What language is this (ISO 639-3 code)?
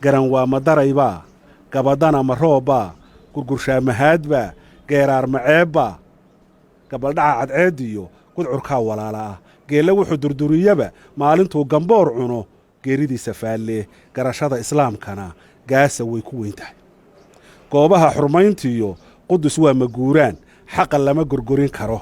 som